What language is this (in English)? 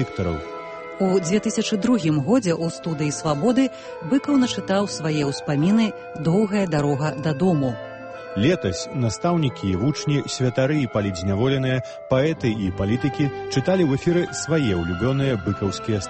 Belarusian